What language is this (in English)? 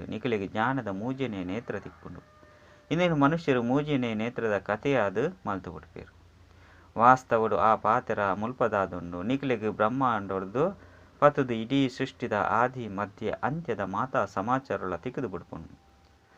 Tulu